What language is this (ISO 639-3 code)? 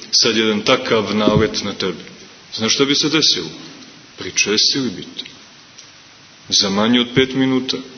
srp